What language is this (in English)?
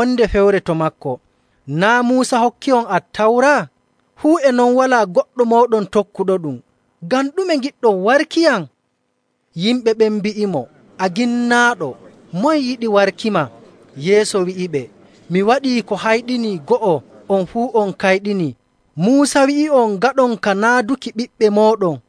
Nigerian Fulfulde